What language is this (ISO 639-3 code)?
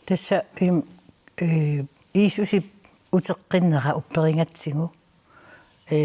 kal